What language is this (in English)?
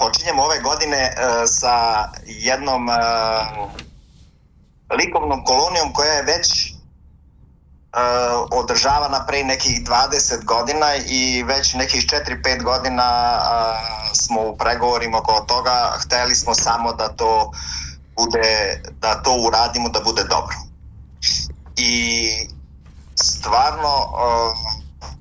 Serbian